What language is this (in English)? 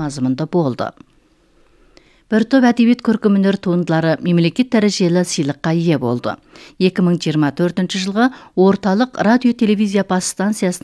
Kazakh